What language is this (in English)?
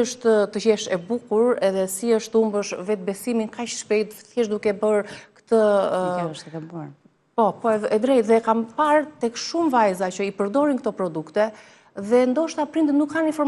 Albanian